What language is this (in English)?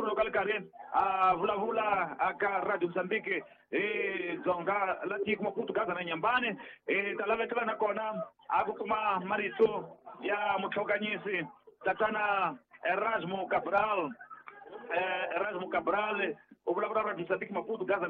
Tsonga